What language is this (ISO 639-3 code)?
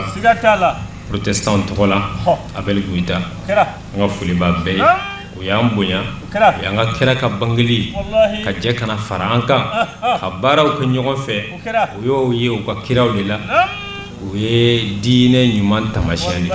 bam